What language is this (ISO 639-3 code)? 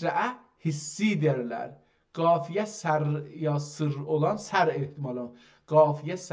azb